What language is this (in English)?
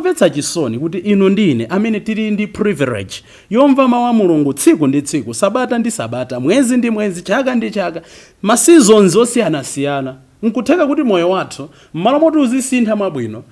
Nyanja